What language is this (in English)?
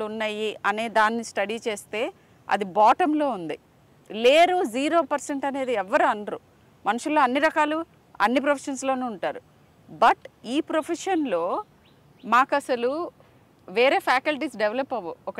Telugu